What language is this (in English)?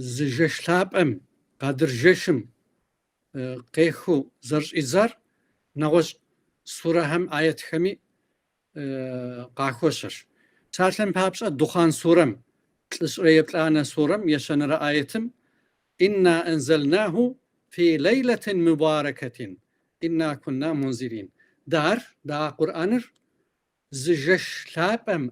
Kabardian